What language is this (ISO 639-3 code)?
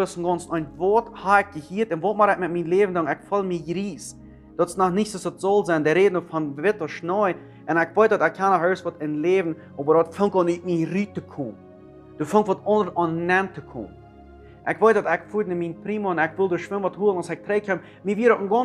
pdt